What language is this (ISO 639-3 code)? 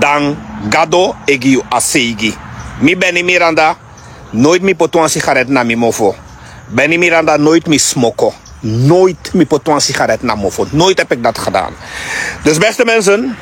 srn